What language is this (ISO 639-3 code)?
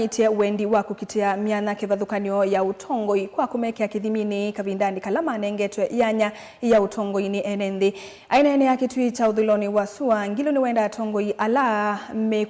kam